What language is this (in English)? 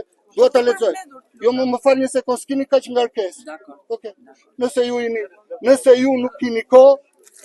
Albanian